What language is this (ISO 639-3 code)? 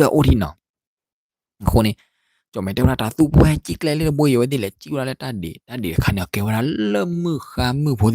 ksw